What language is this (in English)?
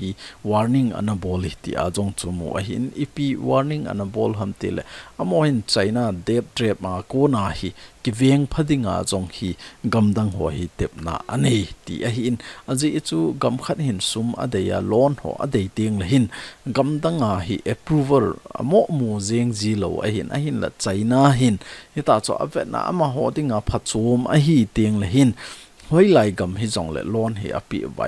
Thado Chin